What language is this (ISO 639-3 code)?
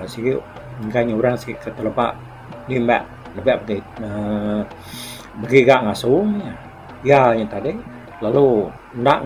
iba